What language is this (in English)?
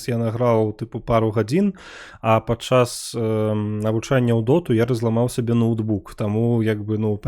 Belarusian